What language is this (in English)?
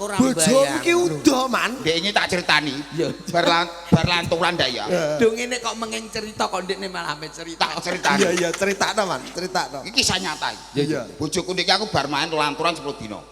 Javanese